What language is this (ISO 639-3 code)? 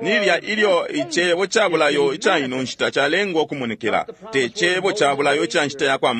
bem